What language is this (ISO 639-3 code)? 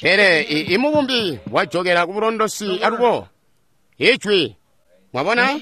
toi